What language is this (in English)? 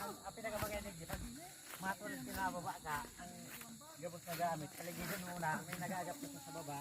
Bikol